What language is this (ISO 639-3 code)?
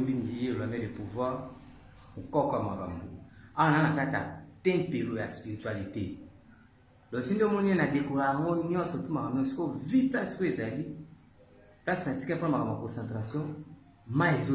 lin